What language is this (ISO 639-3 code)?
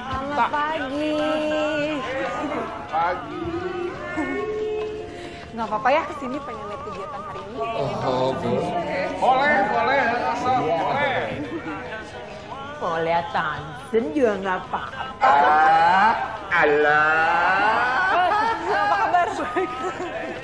ind